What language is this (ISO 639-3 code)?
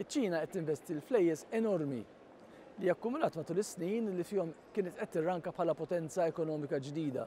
mlt